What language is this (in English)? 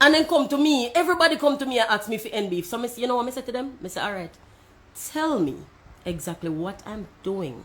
Jamaican Creole English